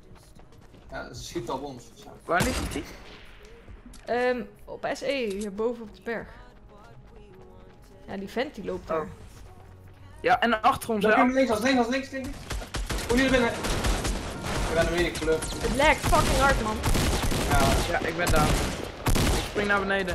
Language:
Dutch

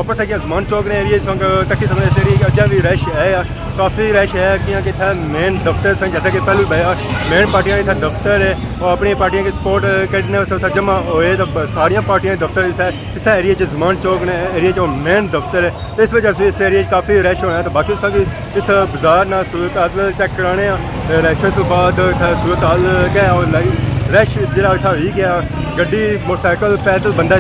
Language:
Pahari-Potwari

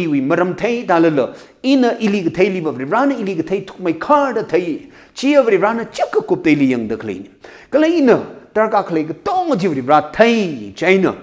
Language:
Tangkhul Naga (India)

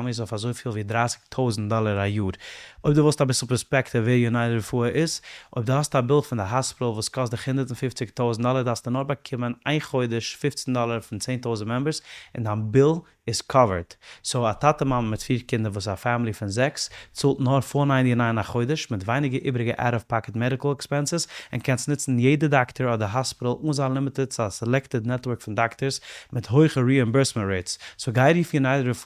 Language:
Yiddish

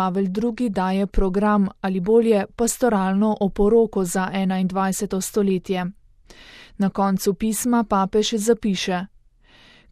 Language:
Slovenian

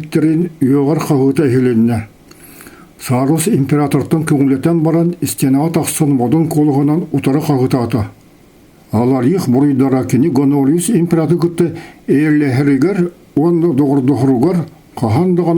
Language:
Yakut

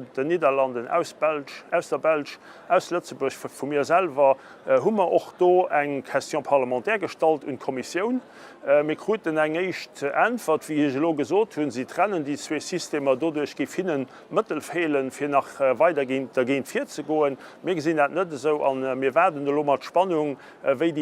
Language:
Luxembourgish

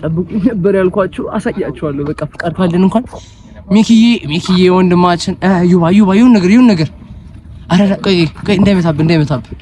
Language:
Amharic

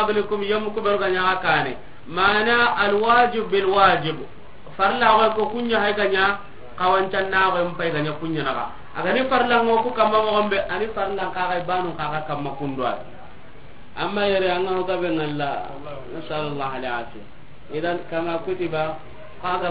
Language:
Soninke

